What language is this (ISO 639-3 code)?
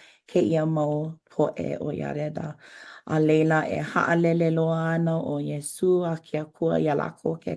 haw